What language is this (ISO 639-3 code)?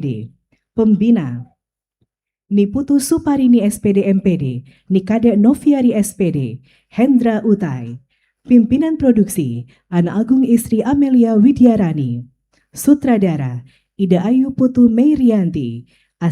ban